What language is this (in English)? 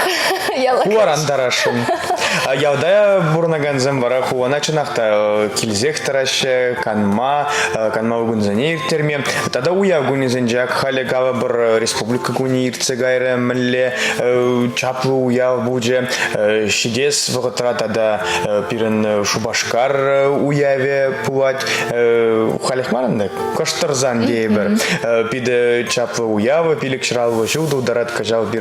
Chuvash